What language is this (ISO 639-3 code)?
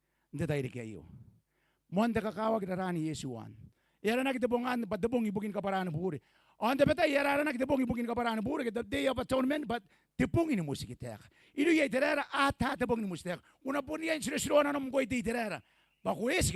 gil